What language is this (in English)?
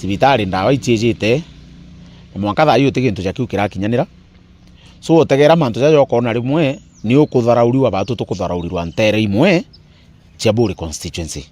Meru